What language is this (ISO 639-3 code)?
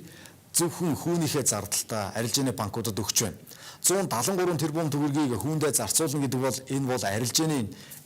mon